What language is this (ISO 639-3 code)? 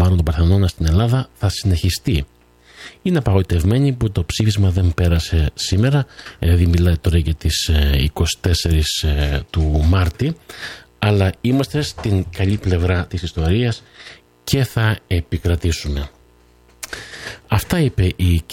ell